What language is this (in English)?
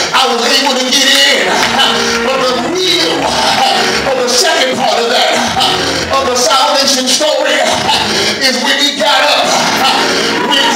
English